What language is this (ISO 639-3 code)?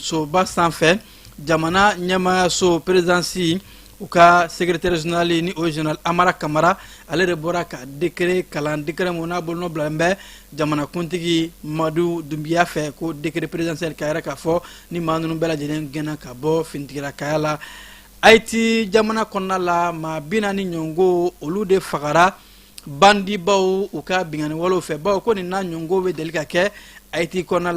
bam